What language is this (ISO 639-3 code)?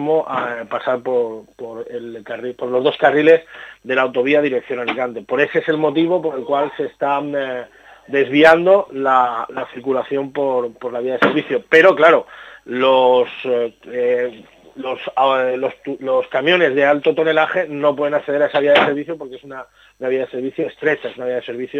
spa